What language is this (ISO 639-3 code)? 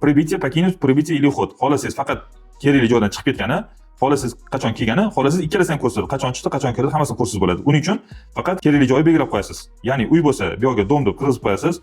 uzb